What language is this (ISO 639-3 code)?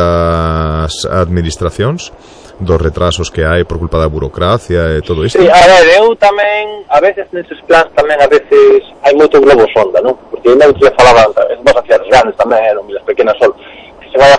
glg